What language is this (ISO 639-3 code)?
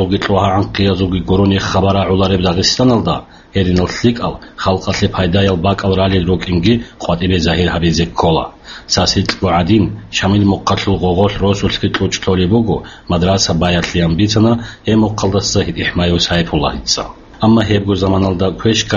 ava